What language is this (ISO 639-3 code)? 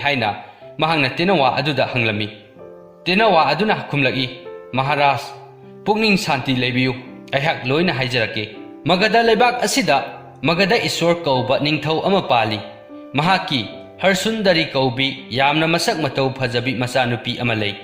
mni